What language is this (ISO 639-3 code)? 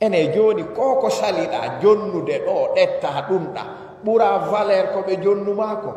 ful